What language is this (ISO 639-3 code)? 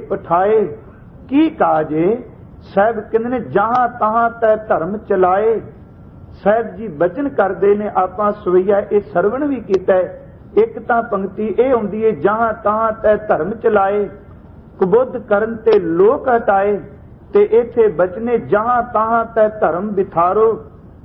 pan